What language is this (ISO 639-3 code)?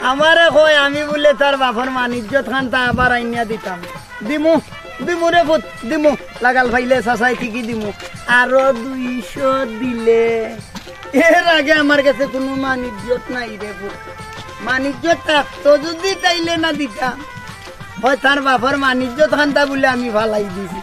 syl